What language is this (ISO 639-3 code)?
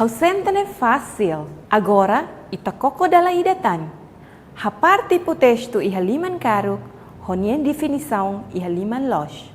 tet